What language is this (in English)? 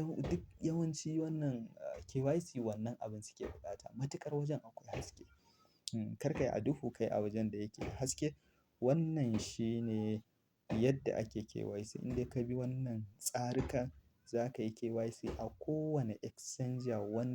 Hausa